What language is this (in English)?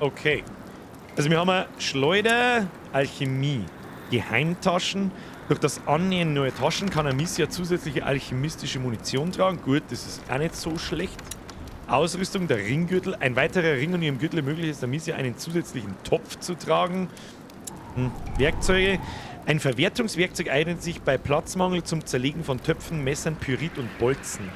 Bavarian